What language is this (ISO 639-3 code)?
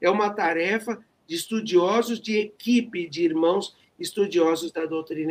por